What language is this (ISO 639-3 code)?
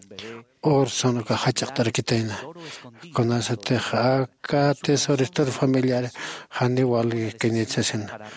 aym